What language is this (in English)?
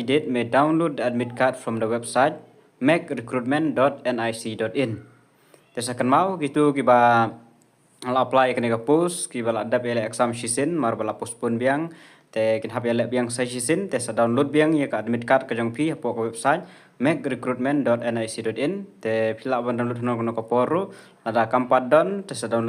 Khasi